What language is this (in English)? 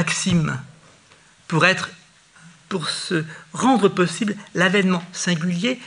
French